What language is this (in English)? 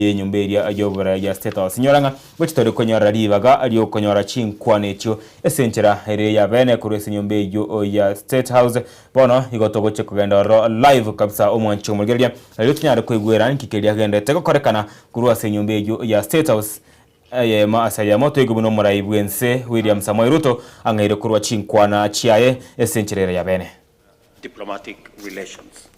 Gusii